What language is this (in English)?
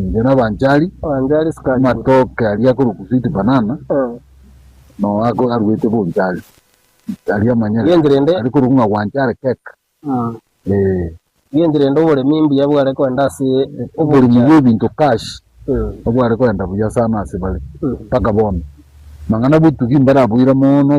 Gusii